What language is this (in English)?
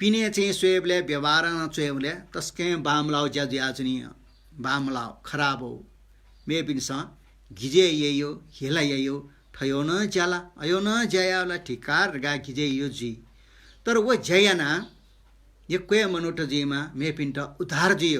Newari